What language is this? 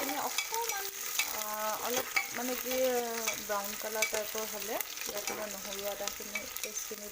Assamese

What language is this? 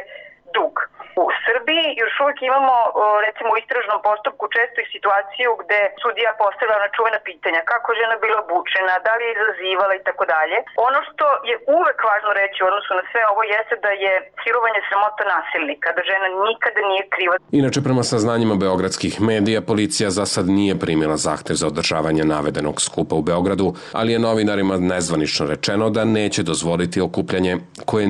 Serbian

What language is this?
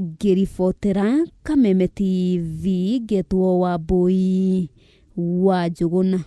Kikuyu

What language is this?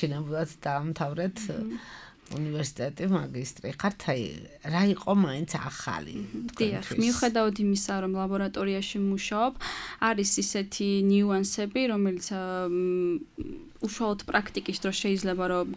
Georgian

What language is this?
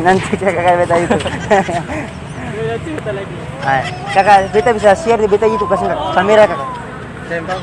Ambonese Malay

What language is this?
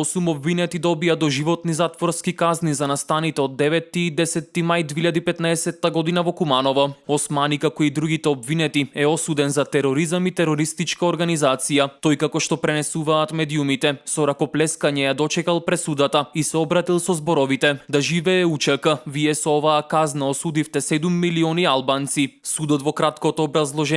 Macedonian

